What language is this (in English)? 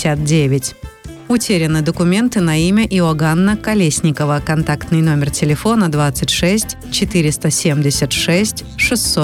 Russian